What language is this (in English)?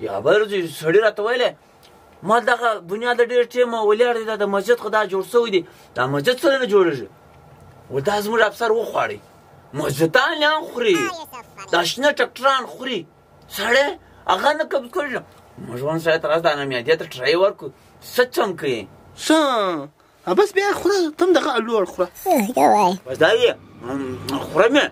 Pashto